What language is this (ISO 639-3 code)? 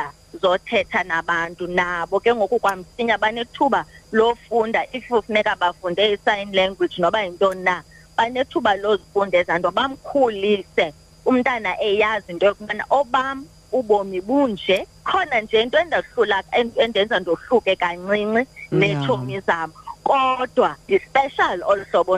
xho